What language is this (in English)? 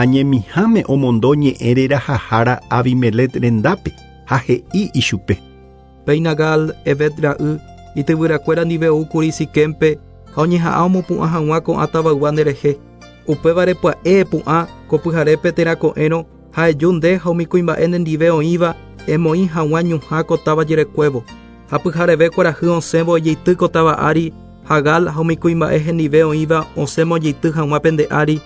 Guarani